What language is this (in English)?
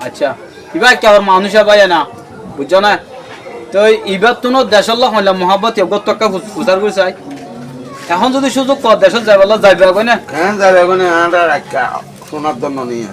Rohingya